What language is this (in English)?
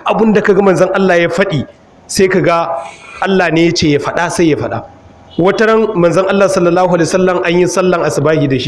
Hausa